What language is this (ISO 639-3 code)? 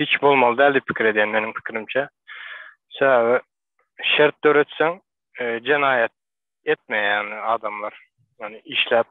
tuk